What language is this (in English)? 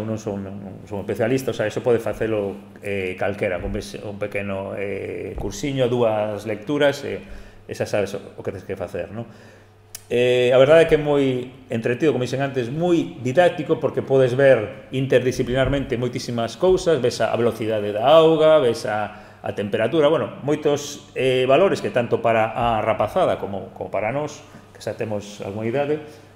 Galician